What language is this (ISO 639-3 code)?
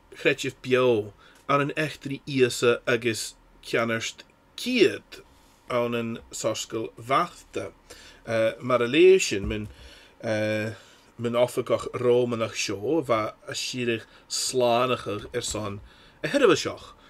gla